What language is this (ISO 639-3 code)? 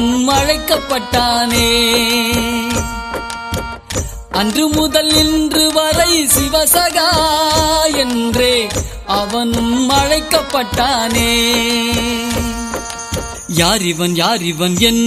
tam